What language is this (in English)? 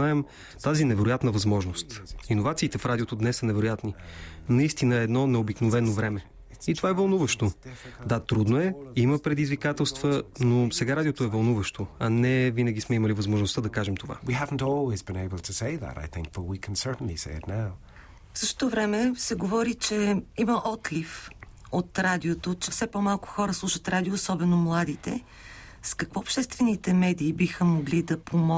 Bulgarian